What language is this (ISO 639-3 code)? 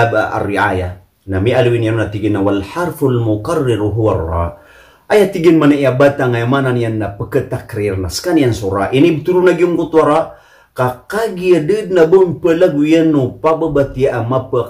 mrw